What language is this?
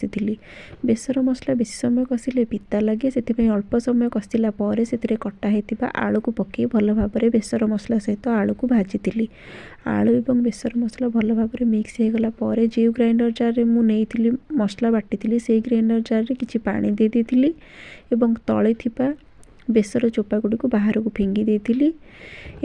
Odia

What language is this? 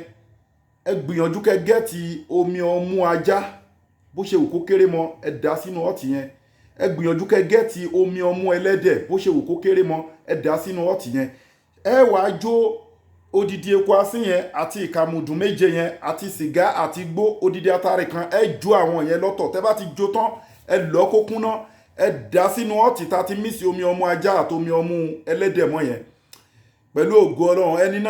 Yoruba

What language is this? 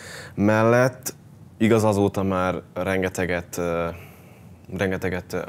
Hungarian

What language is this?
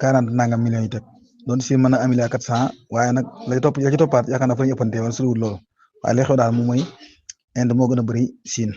Wolof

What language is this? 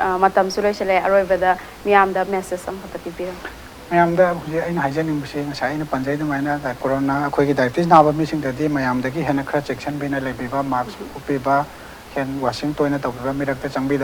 Manipuri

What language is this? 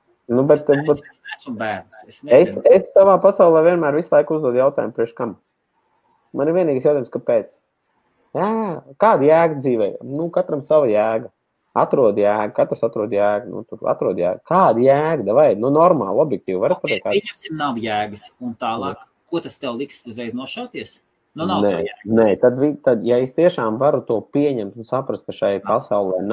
Latvian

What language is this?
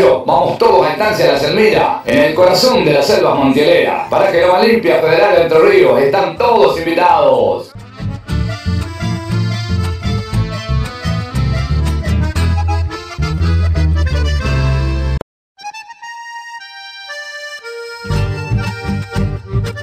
Spanish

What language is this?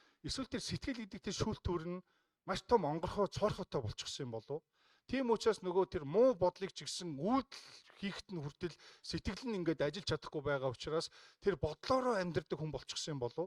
Mongolian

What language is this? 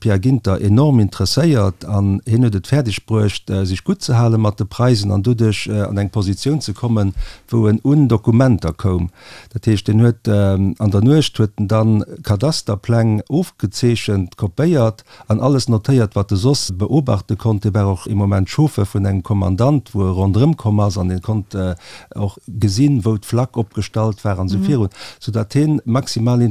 Luxembourgish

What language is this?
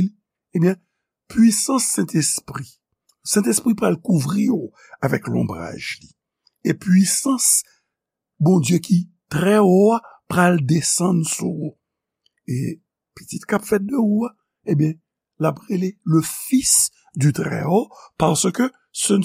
Haitian Creole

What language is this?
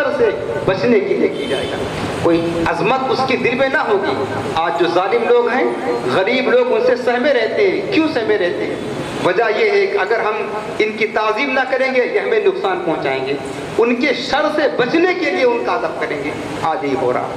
Urdu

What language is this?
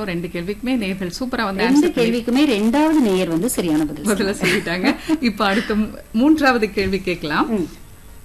Tamil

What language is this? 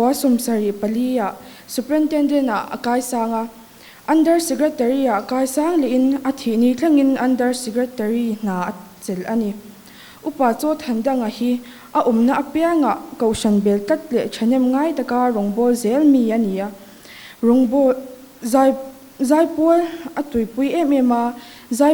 Mizo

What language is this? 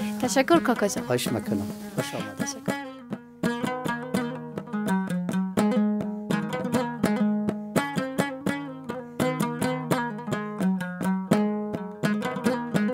Persian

